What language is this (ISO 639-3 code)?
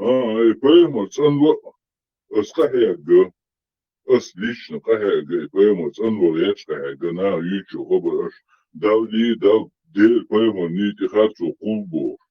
che